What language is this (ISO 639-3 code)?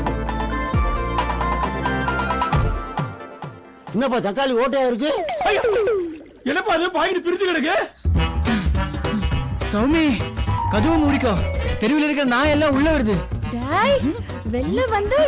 tam